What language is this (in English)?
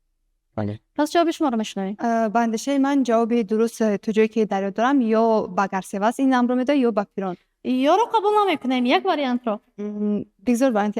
Tajik